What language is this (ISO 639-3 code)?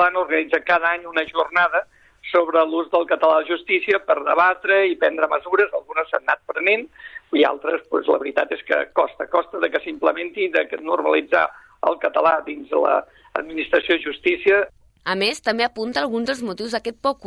cat